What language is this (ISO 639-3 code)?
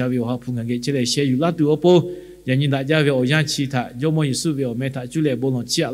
lhu